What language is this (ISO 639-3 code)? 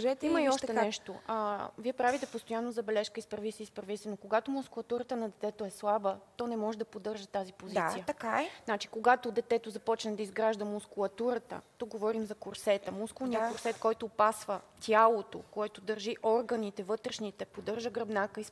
bul